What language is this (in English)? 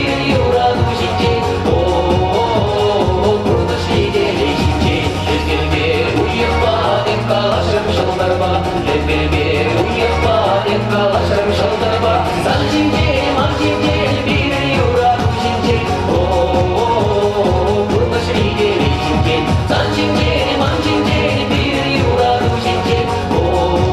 Chuvash